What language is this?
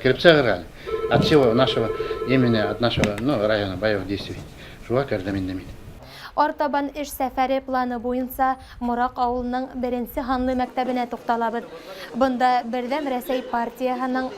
Bashkir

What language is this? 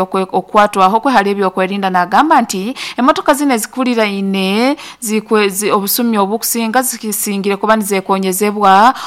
Nyoro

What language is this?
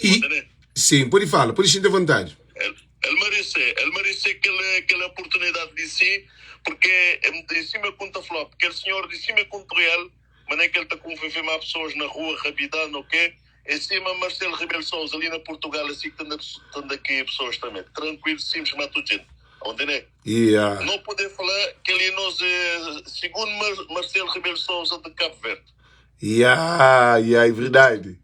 Kabuverdianu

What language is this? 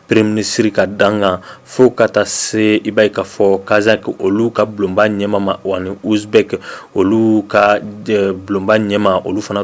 Bambara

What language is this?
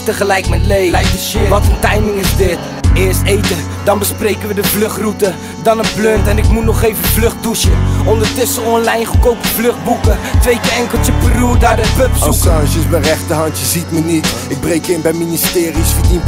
Dutch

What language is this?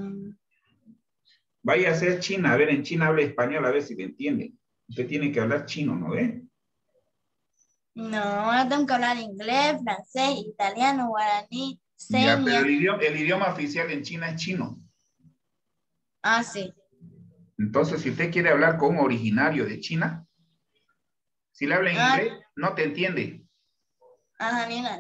Spanish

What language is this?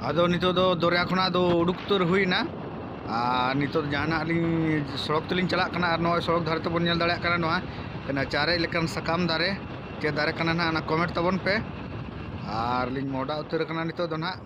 Santali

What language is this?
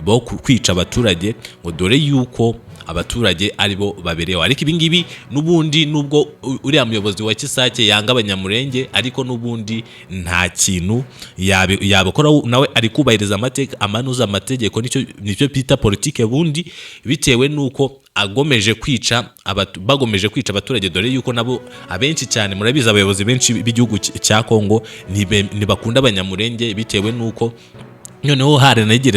Kinyarwanda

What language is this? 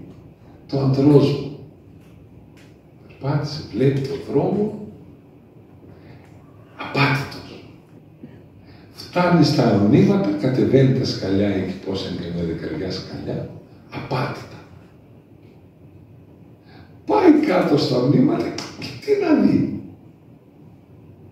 Greek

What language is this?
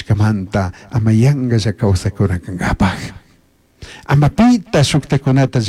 Chimborazo Highland Quichua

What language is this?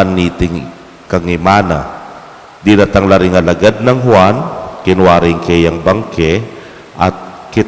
Pampanga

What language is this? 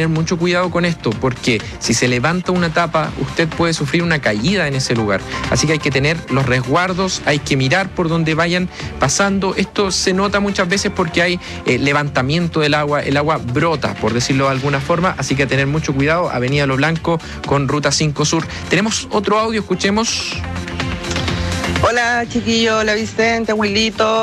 Spanish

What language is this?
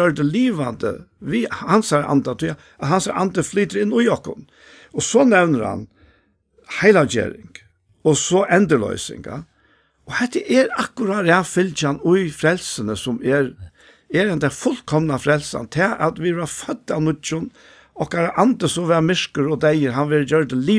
Faroese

